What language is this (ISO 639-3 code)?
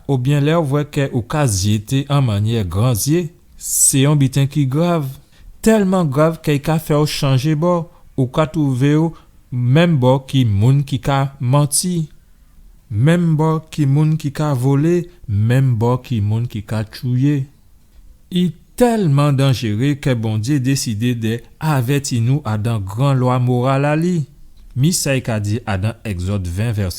gcf